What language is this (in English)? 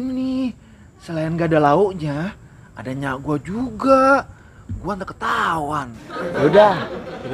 Betawi